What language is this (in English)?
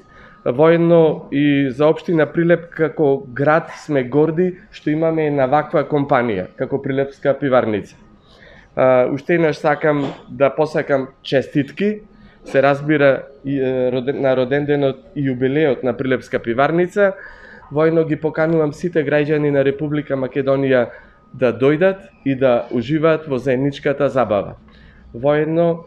Macedonian